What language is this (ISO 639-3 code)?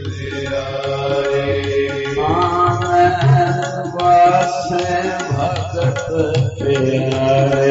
pan